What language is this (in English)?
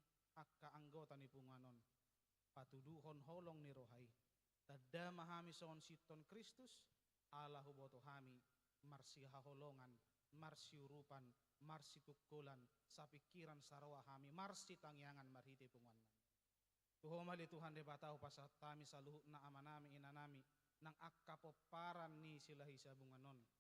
Batak Toba